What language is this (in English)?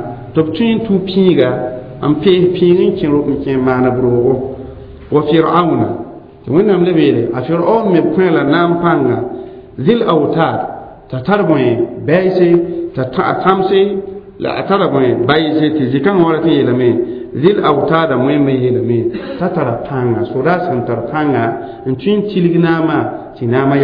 Mossi